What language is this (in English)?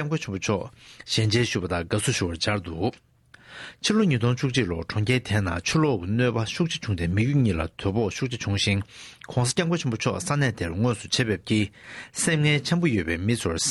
Tibetan